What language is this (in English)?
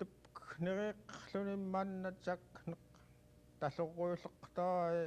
Central Yupik